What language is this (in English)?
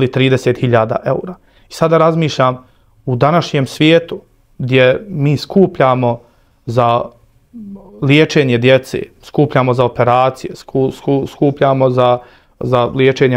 Bosnian